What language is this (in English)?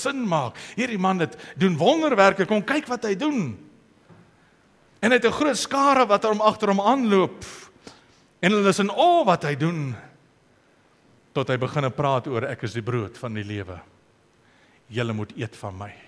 Afrikaans